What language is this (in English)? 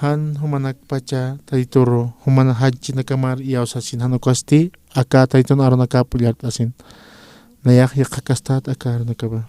Aymara